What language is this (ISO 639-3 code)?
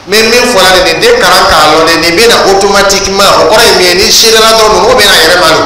dyu